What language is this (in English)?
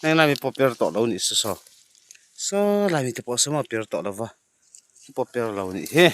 Mizo